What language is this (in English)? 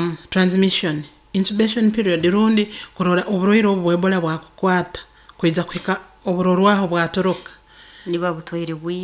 Nyoro